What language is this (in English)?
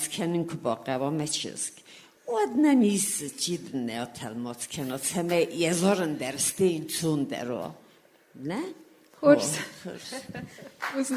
Ossetic